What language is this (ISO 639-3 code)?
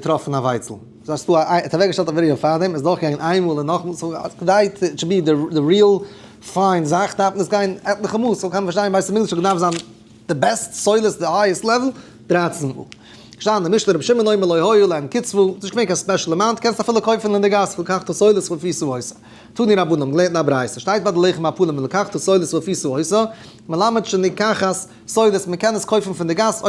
yid